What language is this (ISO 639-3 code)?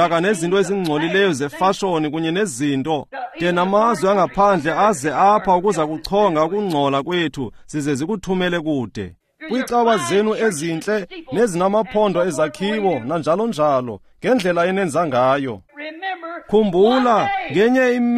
xho